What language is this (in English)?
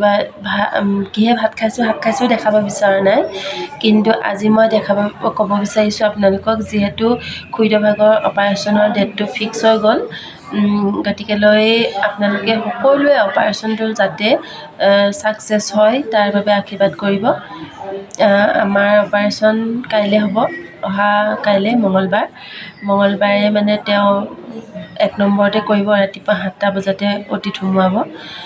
Assamese